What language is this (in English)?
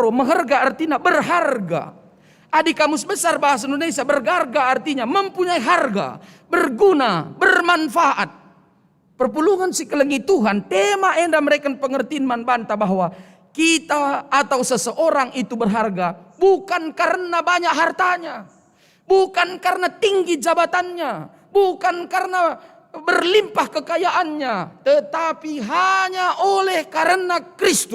Batak Karo